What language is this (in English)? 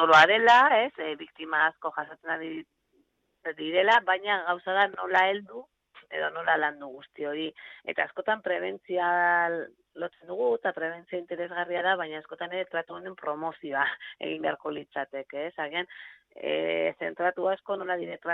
Basque